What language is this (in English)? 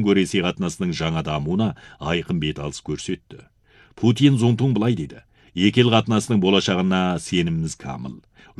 Kazakh